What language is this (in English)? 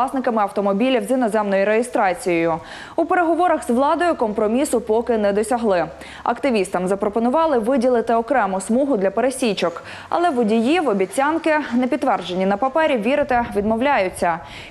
Ukrainian